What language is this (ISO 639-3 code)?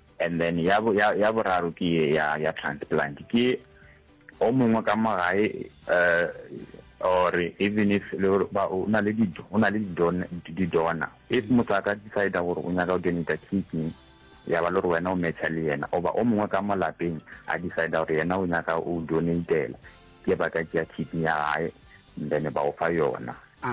nso